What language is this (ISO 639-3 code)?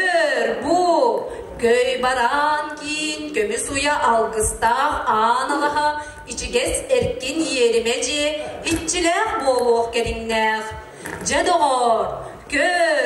sah